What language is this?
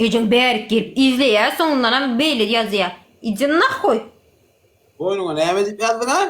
Turkmen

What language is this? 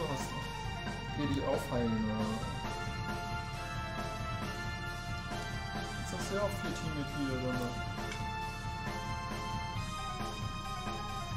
German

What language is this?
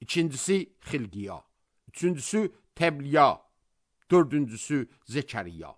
Azerbaijani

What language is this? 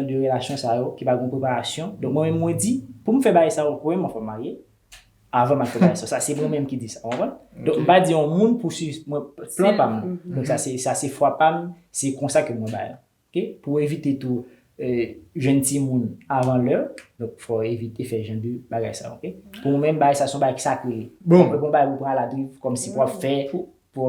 Haitian Creole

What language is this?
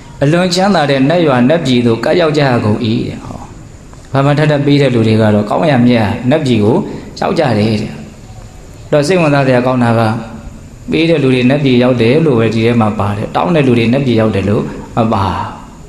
Burmese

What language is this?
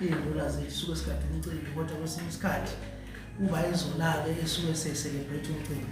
Zulu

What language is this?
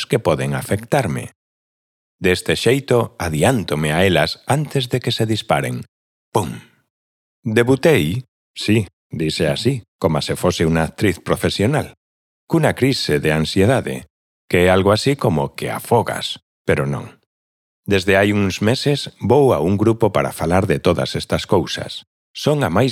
Galician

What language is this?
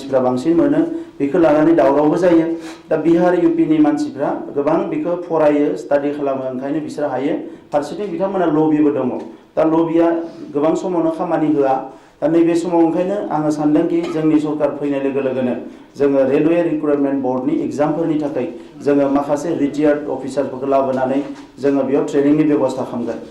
Bodo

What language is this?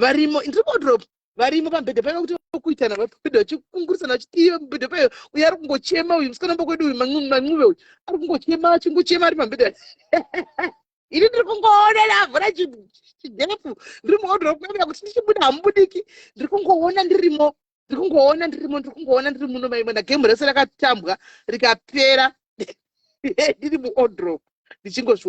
Shona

